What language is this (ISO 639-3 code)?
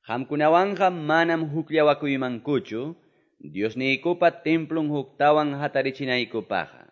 que